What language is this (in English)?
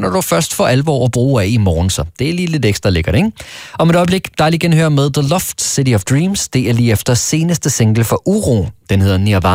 Danish